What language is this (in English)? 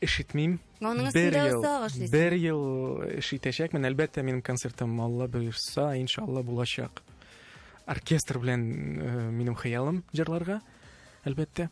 Tatar